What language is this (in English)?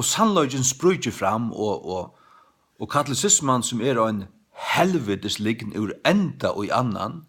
Faroese